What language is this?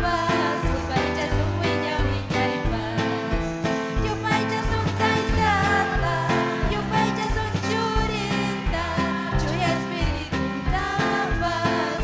Ayacucho Quechua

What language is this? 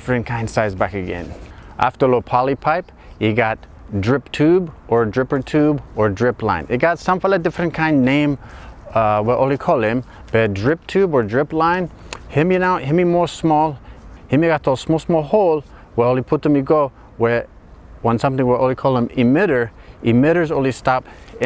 Bislama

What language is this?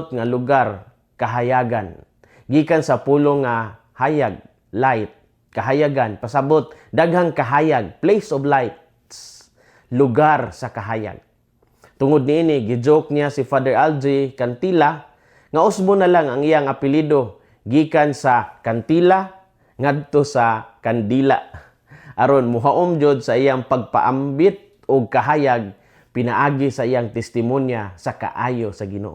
Cebuano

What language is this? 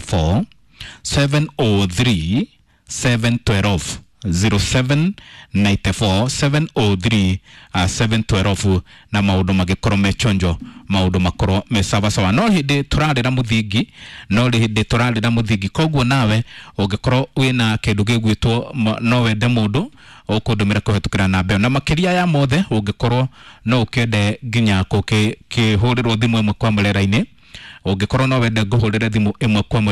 Kikuyu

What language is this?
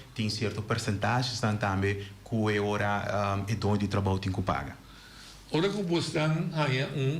Papiamento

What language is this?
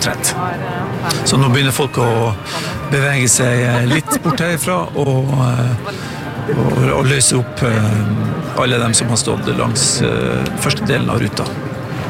Norwegian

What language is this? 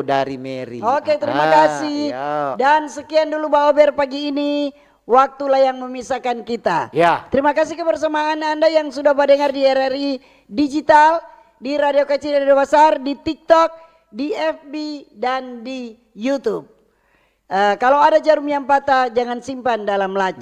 Manado Malay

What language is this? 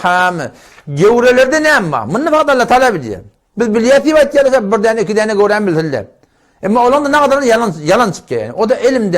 Turkmen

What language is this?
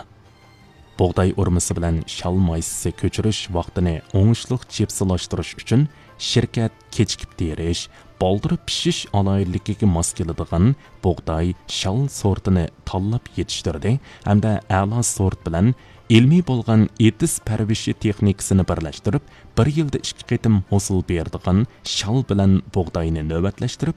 Uyghur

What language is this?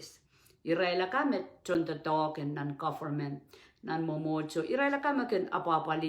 Pohnpeian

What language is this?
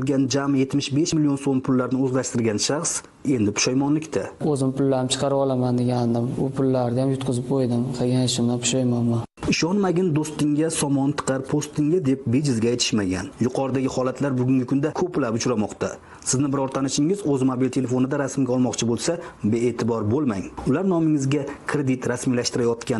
Uzbek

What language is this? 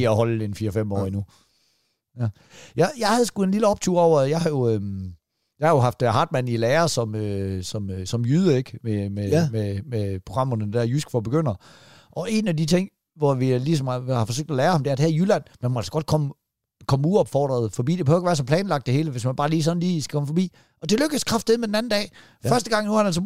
Danish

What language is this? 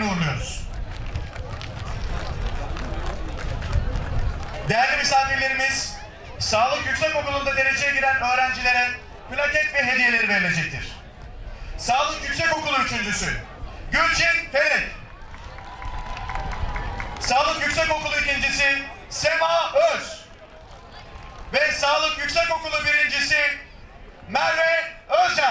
Turkish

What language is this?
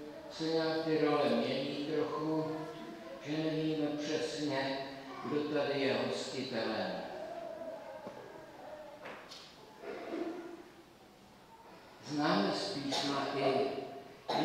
Czech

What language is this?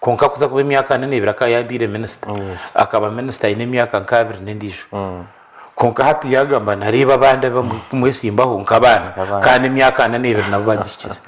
Nyankole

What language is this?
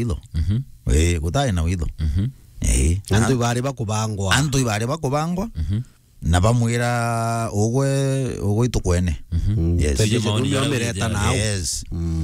Meru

